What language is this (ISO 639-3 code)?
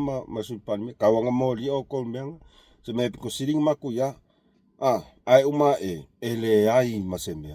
smo